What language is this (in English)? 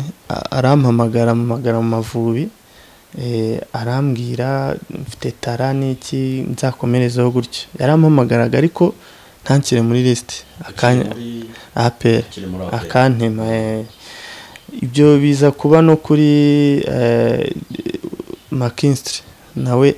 Kinyarwanda